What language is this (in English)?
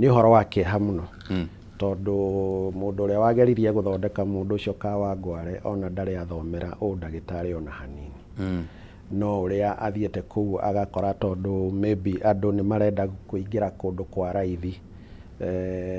Kikuyu